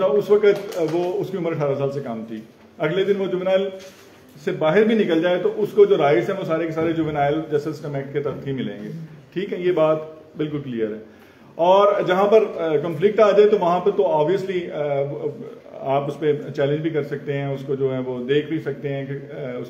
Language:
Hindi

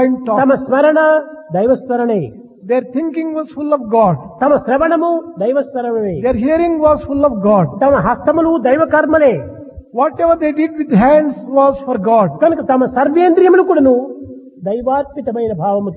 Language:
Telugu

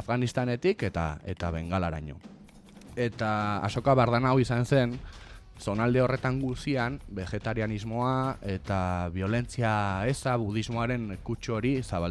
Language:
Basque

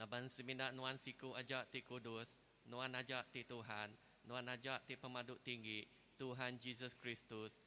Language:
Iban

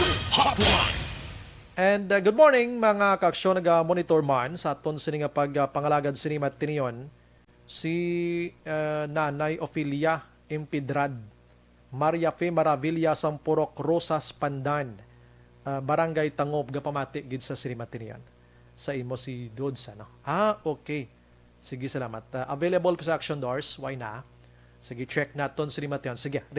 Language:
Hiligaynon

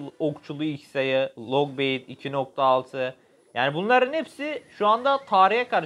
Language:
Turkish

